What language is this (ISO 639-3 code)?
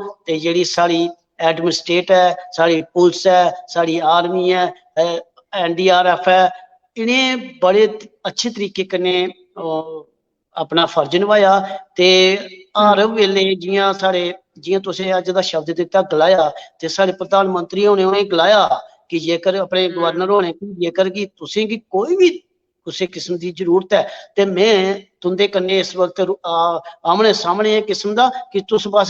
doi